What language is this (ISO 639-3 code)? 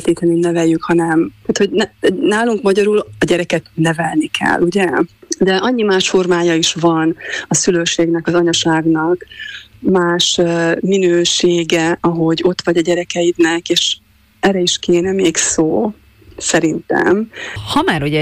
hun